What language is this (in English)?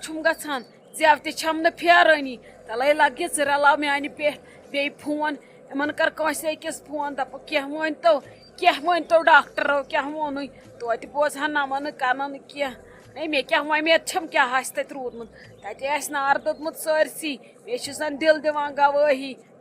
Kashmiri